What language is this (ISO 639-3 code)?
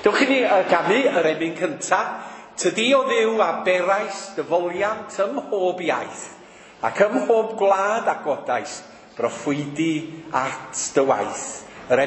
cym